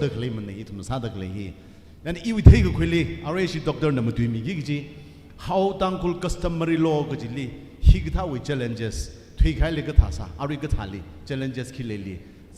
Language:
Tangkhul Naga (India)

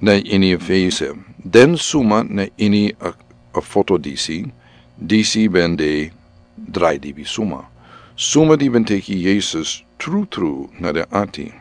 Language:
Sranan Tongo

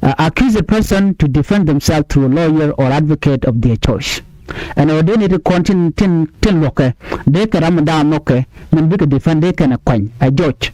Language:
Nuer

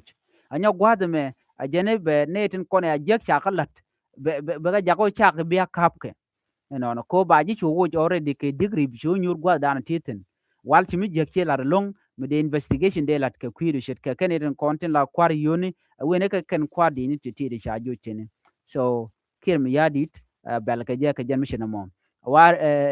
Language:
Nuer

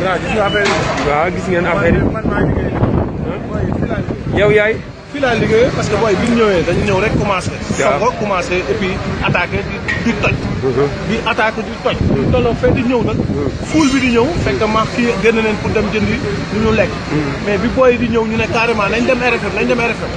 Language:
Wolof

